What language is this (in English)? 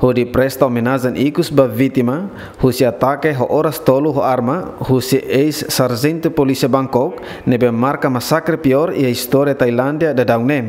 Tetum